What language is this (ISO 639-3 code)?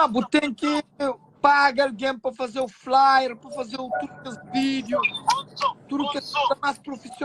kea